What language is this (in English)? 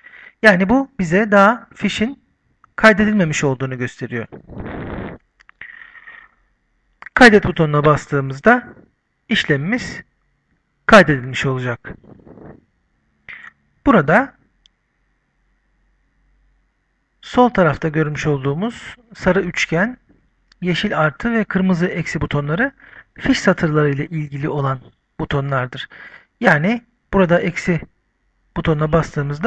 Turkish